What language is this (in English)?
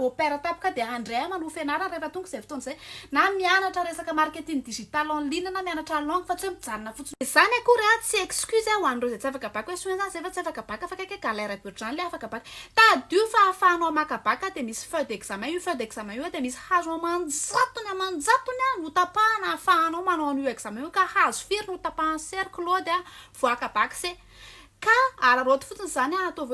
Malagasy